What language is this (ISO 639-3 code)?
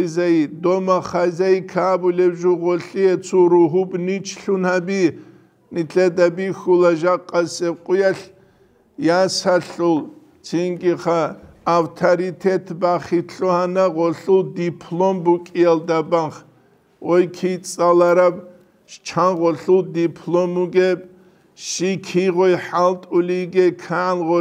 ava